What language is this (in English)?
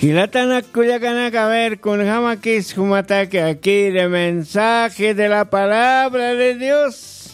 Aymara